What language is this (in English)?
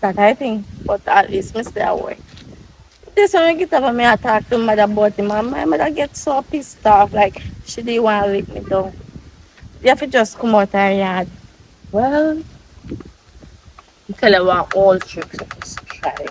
Jamaican Creole English